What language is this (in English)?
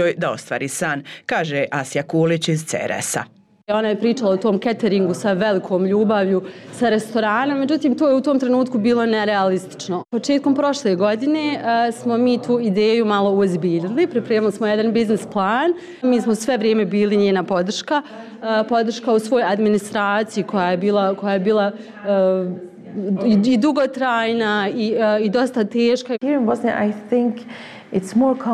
Bosnian